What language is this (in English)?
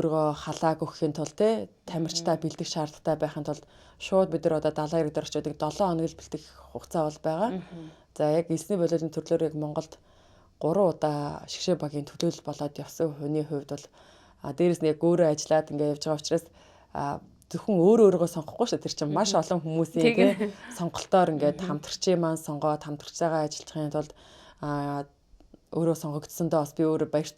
Mongolian